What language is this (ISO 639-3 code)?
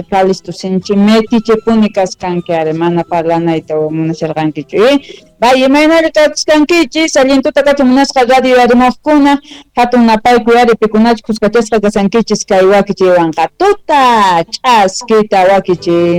que